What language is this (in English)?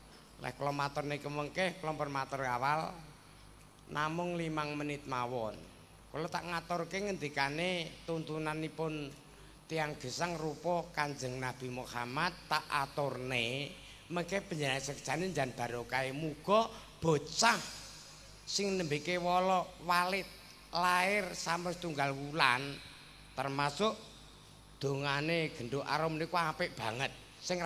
Javanese